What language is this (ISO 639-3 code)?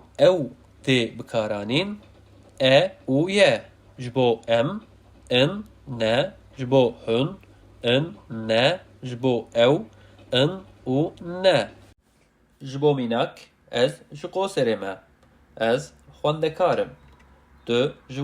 kur